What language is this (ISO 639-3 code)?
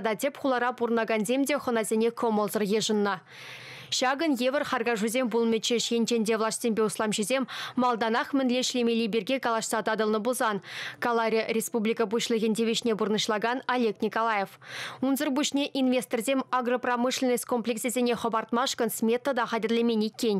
chv